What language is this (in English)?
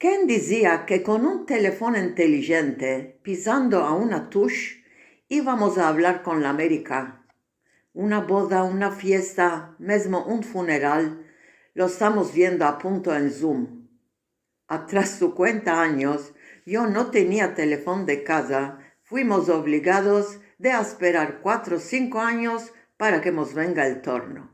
Ladino